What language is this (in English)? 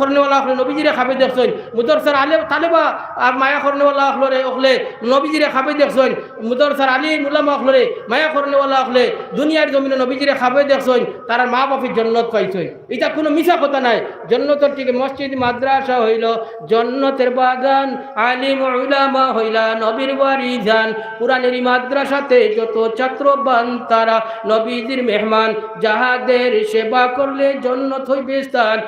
Sylheti